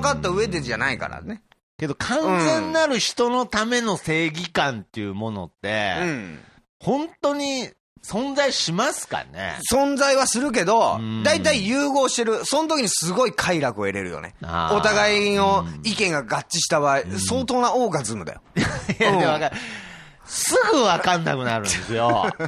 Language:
Japanese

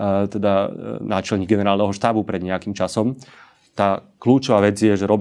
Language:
Slovak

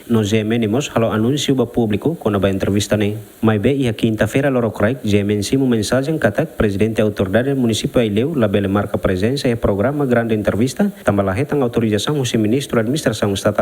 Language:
Tetum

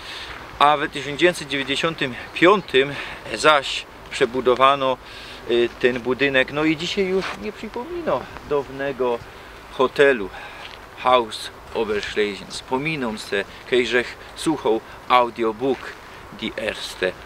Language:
Silesian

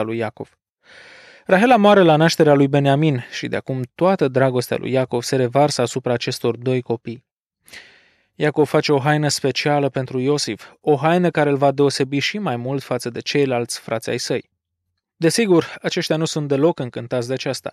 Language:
Romanian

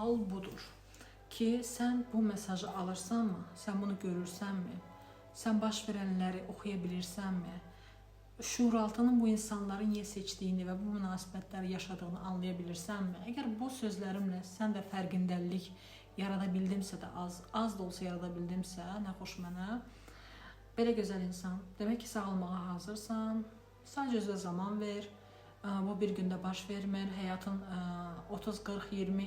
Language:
Azerbaijani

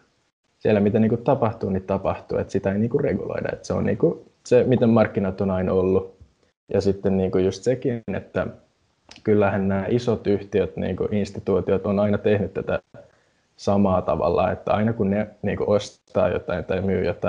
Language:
Finnish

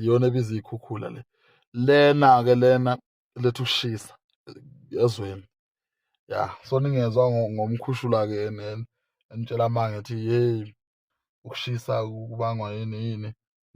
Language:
Zulu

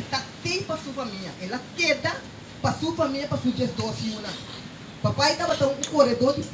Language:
Papiamento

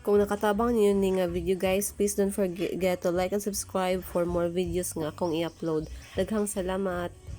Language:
Cebuano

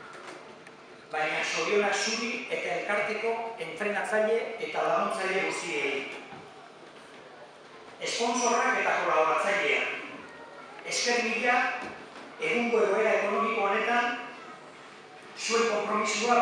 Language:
Basque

